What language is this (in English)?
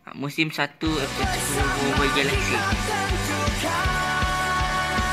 Malay